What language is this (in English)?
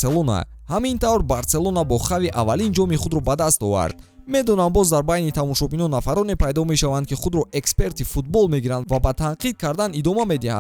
Tajik